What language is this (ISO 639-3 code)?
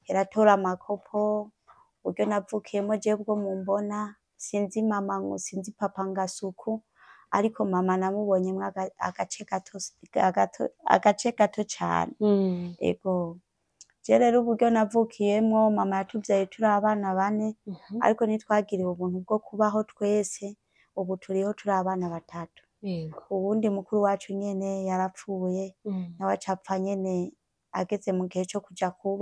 run